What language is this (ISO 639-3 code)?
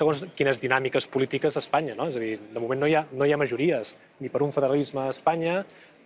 cat